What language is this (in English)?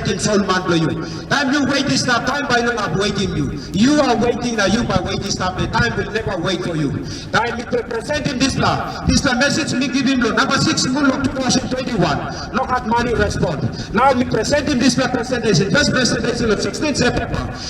Tok Pisin